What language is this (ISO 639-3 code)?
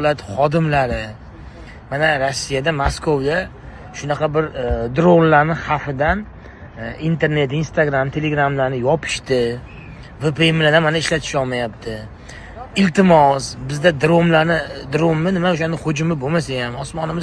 uzb